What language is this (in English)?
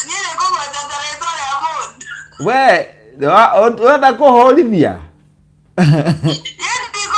Kikuyu